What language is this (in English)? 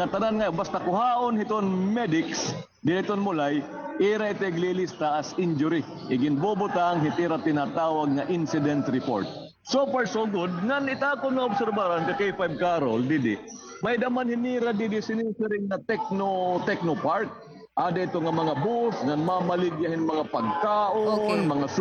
Waray